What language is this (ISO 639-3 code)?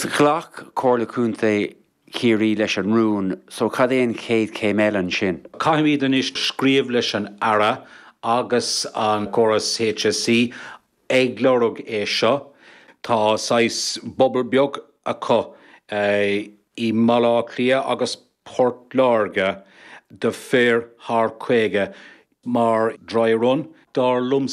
gle